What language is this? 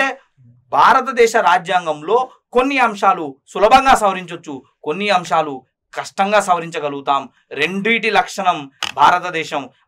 Telugu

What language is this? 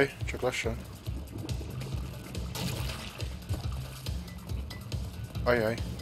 Hungarian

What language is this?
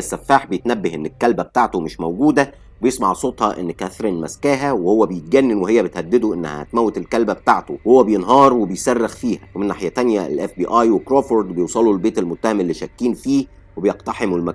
Egyptian Arabic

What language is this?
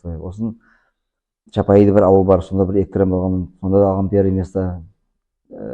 Nogai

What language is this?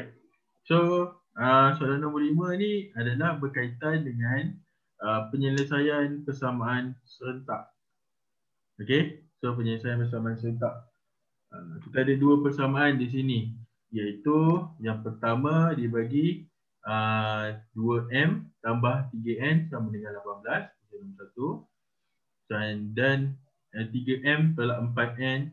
Malay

